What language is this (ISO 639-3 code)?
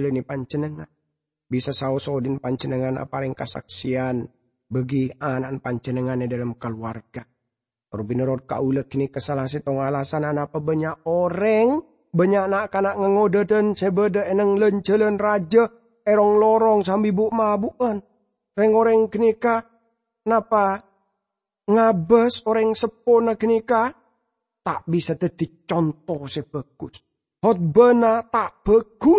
mad